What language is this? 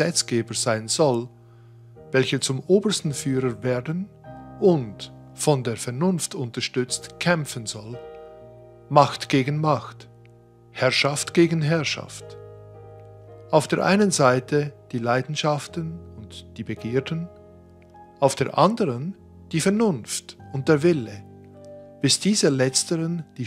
German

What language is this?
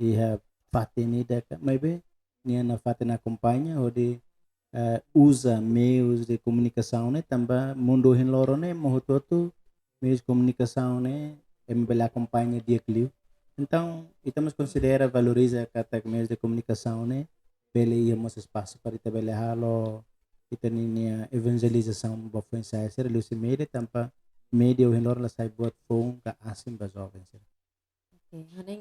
Tetum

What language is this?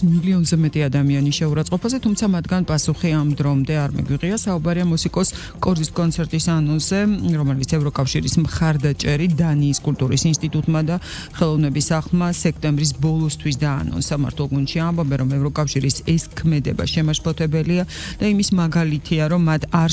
Georgian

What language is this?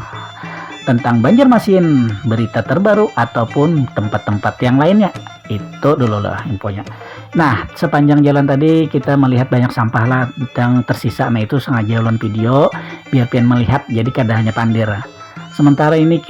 Banjar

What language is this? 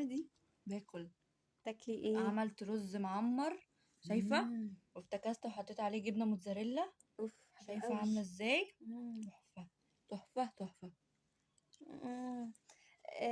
Egyptian Arabic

